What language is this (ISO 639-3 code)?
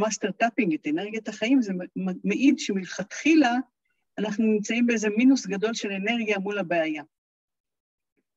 heb